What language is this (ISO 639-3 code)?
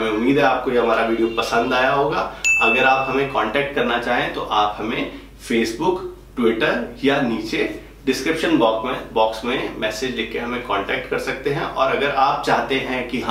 hin